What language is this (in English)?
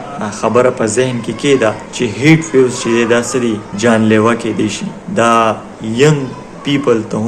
Pashto